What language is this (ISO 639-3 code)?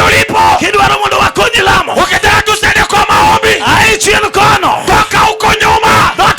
luo